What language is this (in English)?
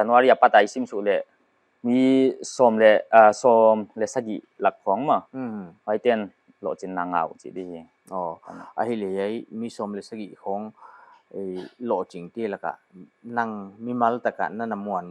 Paite Chin